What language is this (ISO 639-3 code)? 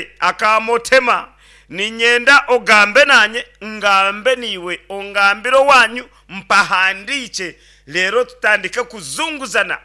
nyn